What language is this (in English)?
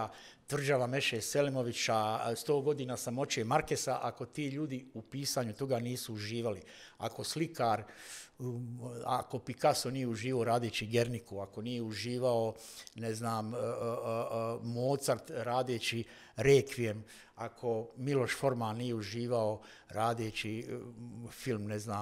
Bosnian